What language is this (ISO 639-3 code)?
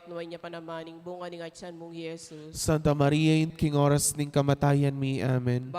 pam